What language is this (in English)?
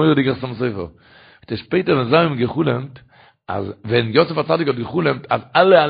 Yiddish